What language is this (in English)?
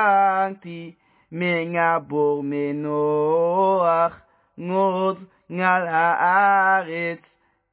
Hebrew